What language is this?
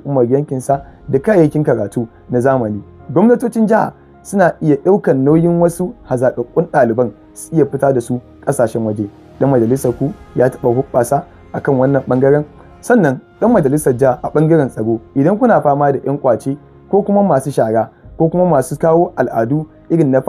Hausa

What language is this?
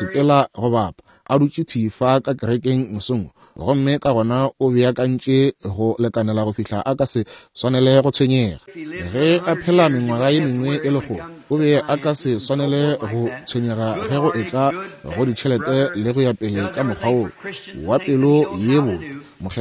Northern Sotho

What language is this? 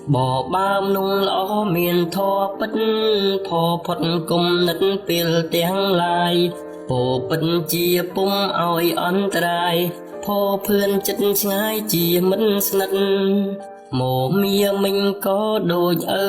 Khmer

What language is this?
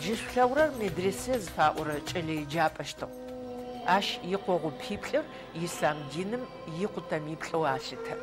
Adyghe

